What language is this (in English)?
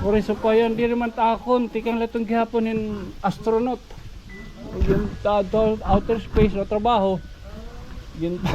Waray